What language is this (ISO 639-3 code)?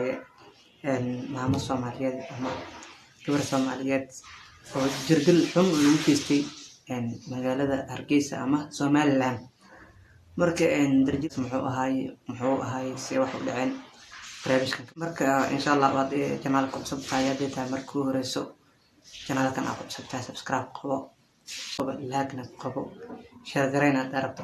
som